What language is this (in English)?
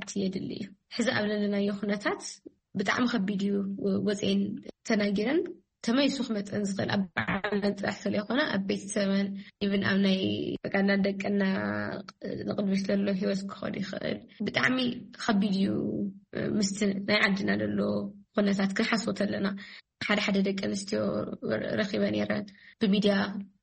Tigrinya